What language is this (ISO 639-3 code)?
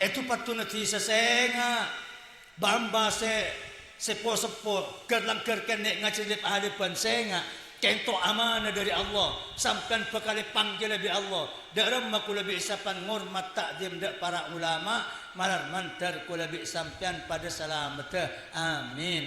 mad